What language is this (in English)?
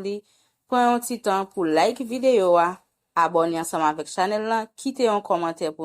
Haitian Creole